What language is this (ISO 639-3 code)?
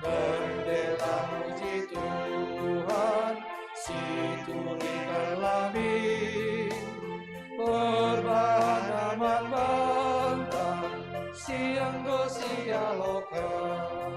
btx